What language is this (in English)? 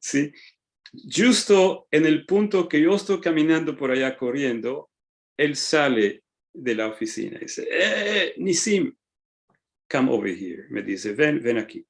Ladino